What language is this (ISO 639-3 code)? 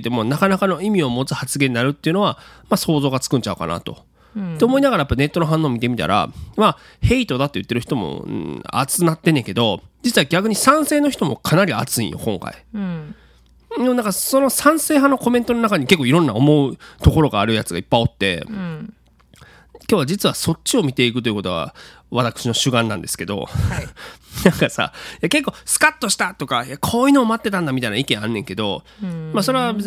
jpn